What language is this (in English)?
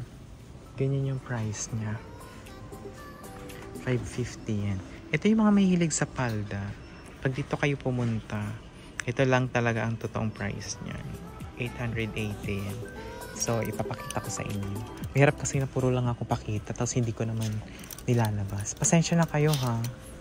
Filipino